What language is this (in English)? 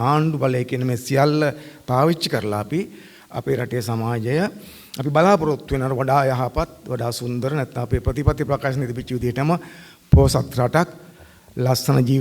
Sinhala